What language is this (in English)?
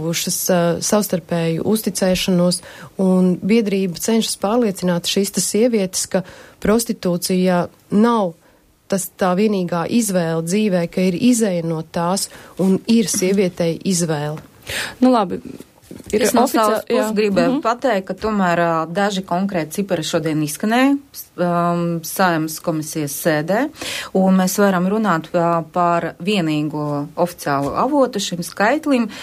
Latvian